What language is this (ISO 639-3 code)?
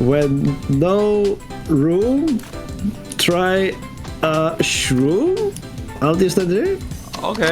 fao